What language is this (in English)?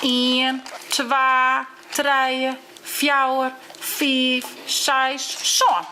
Western Frisian